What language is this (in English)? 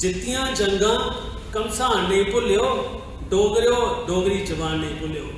Dogri